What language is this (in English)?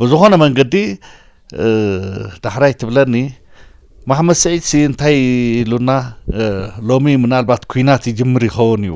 Tigrinya